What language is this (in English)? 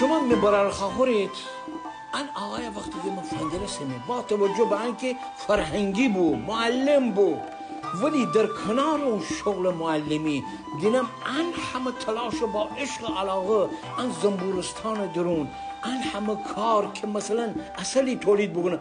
Gilaki